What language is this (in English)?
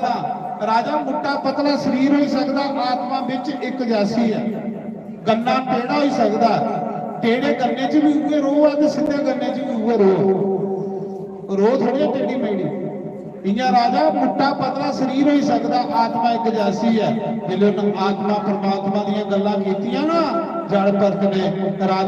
Dogri